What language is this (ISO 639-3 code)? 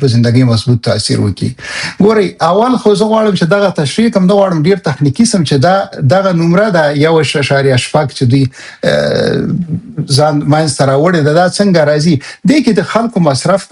pus